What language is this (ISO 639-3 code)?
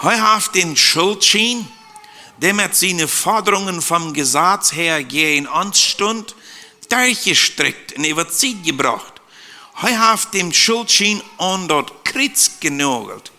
pdt